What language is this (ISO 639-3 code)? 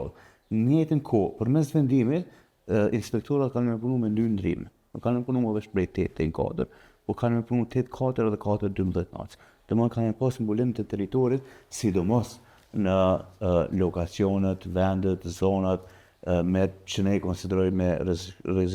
sqi